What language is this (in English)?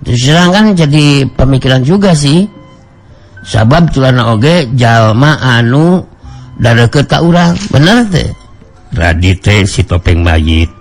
Sundanese